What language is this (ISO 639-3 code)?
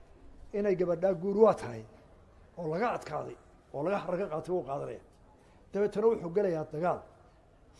som